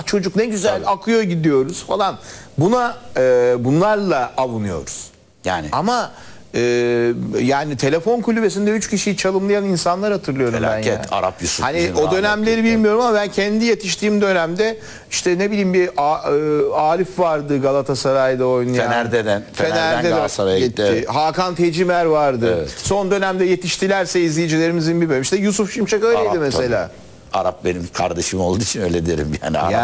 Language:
Turkish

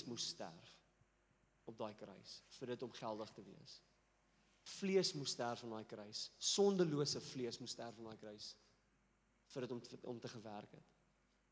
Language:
Afrikaans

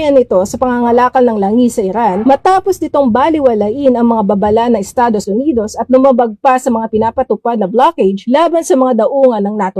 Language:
Filipino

